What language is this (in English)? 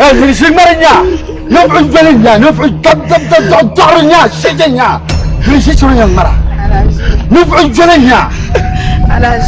Dagbani